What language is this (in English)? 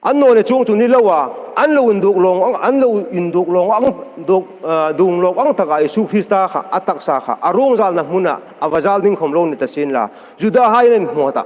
Hmar